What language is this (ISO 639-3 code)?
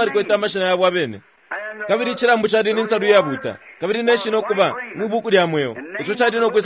bem